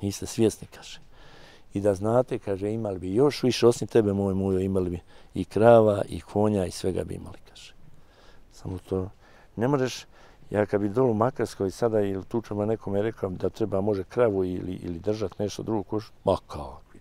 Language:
Bosnian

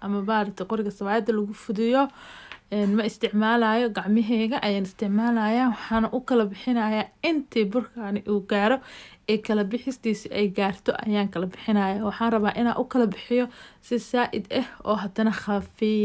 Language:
Somali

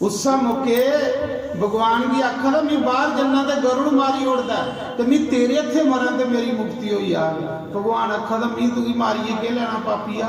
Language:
Dogri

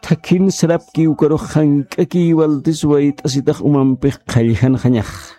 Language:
Aymara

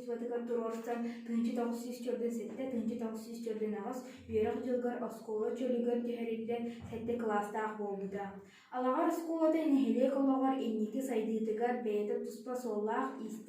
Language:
Yakut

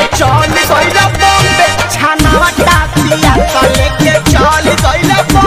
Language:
Bhojpuri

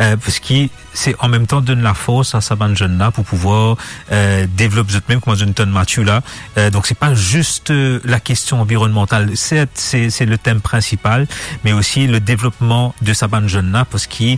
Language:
Morisyen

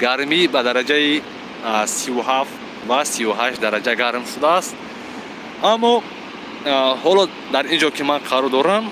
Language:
Tajik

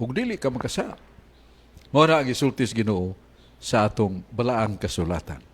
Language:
Cebuano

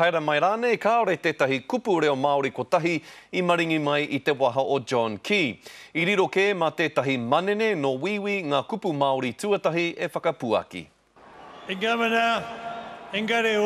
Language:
Māori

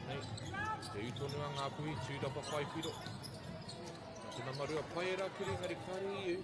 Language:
Māori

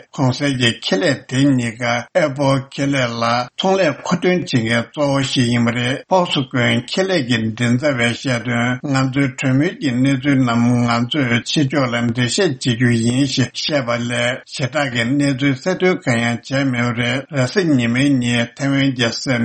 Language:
Tibetan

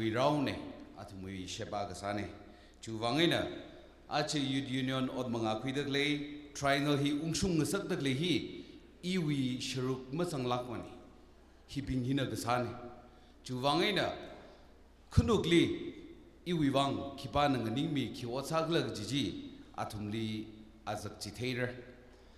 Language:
Tangkhul Naga (India)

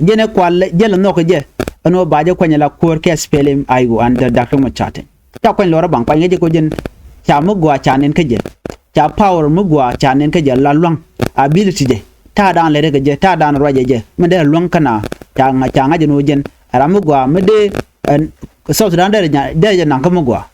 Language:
Nuer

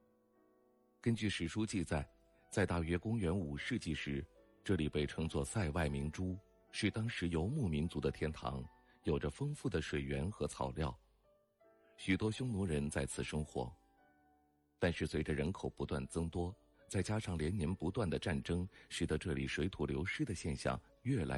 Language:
Chinese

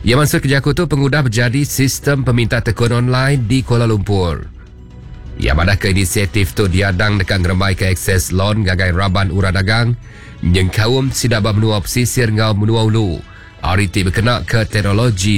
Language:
Iban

